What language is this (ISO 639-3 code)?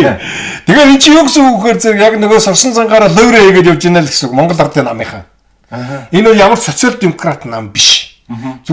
mon